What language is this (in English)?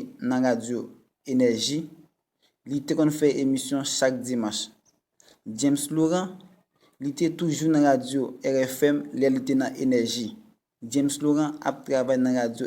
Haitian Creole